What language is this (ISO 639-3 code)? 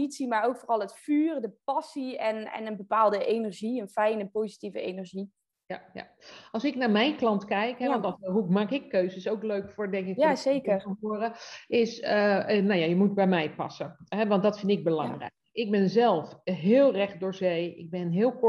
nld